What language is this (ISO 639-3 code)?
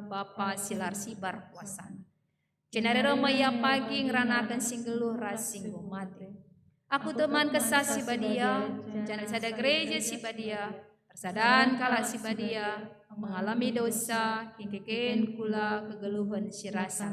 btx